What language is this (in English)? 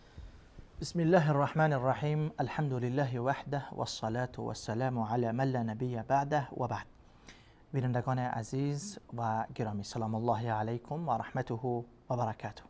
Persian